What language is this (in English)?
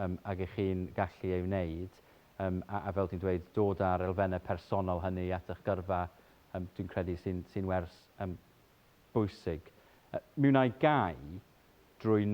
Welsh